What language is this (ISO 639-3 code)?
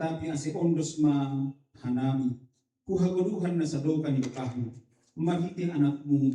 bts